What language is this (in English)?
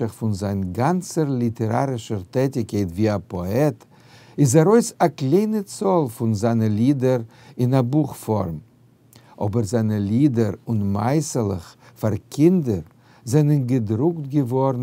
Yiddish